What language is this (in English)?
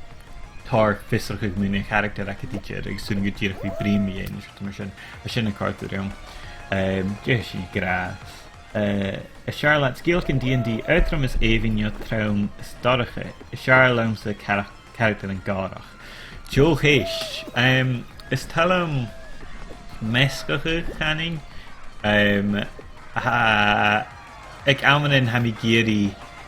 Scottish Gaelic